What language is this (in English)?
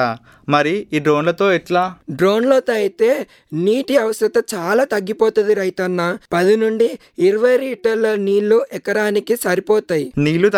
Telugu